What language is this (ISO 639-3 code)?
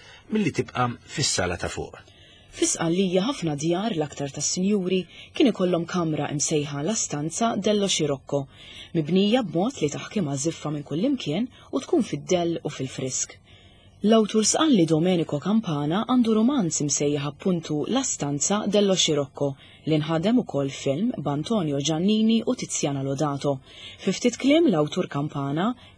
mlt